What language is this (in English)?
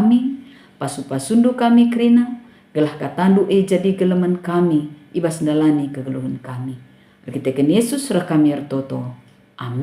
Batak Karo